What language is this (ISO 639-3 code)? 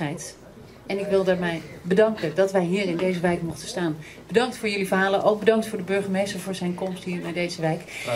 nld